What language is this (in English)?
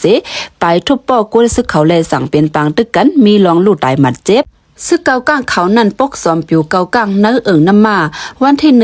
Shan